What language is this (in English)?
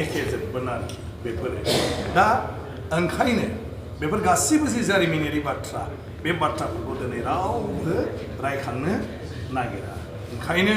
Bodo